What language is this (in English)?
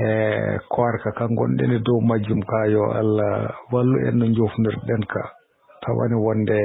Fula